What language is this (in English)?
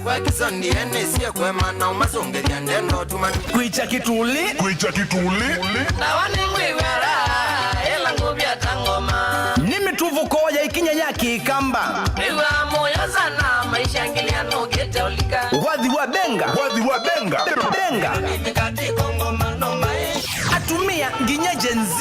Kamba